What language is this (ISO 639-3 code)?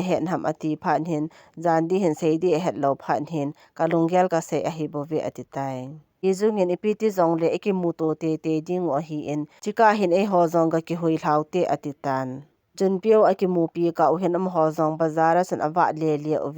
tcz